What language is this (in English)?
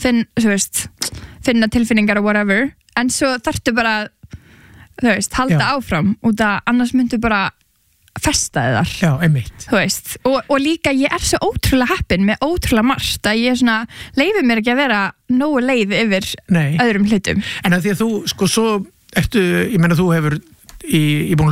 Icelandic